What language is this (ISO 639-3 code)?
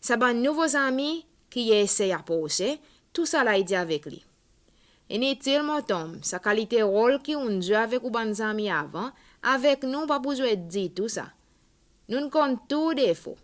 crs